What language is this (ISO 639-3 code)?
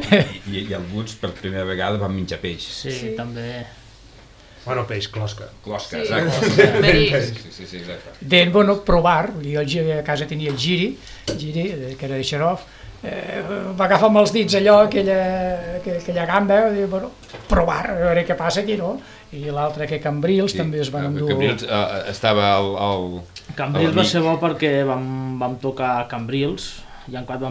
cat